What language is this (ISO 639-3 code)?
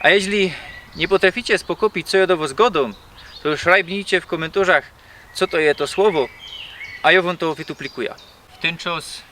szl